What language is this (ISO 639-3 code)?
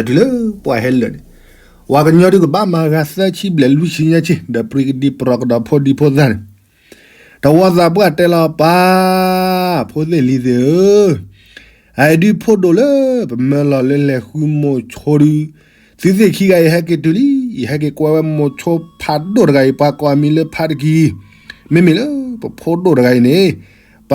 ksw